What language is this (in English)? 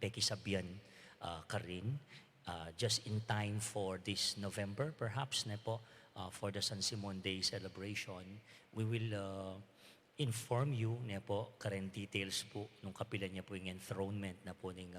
Pampanga